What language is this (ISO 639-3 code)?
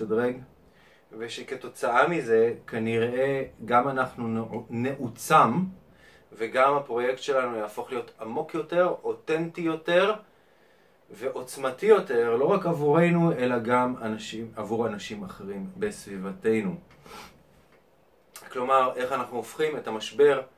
heb